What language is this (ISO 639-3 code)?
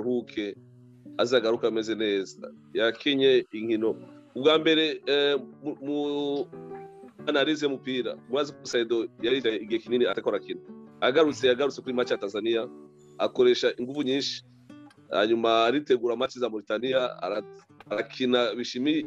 run